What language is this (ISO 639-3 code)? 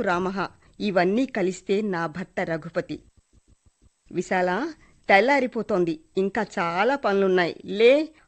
tel